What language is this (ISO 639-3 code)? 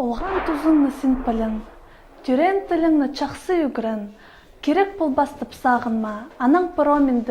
kjh